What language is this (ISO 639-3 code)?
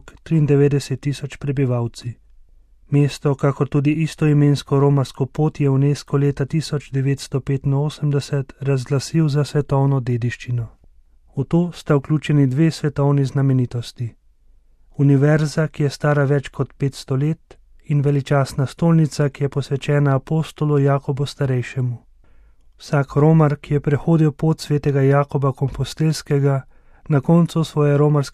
slv